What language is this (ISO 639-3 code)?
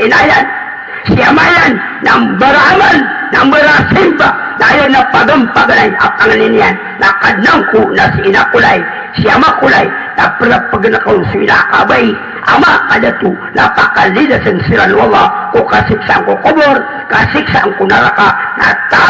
mrw